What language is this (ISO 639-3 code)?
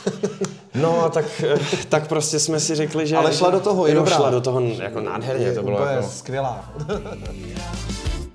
ces